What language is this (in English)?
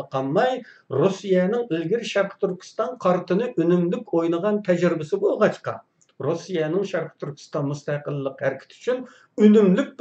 Uyghur